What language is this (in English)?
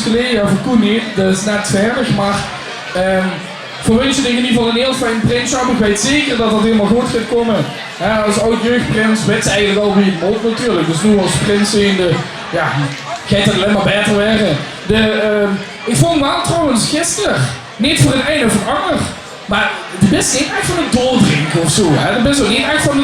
Limburgish